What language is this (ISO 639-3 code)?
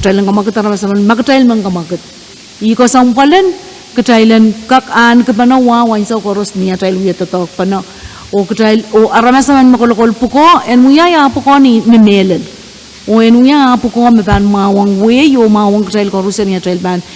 pon